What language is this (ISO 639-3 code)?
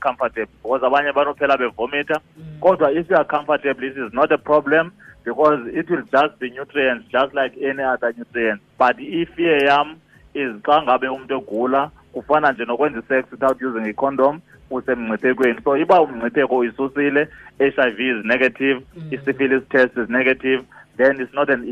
xho